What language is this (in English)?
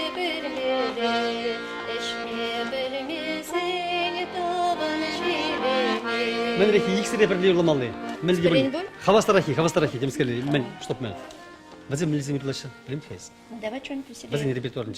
Chuvash